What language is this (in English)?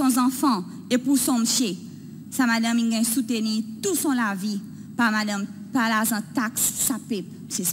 Seselwa Creole French